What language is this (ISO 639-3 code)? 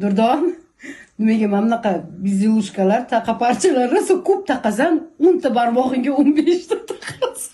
uzb